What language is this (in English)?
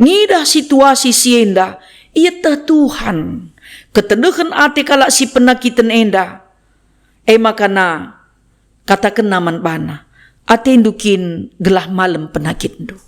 Batak Karo